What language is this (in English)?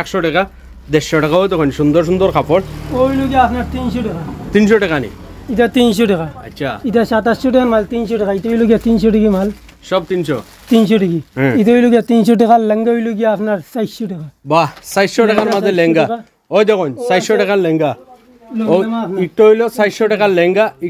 Sylheti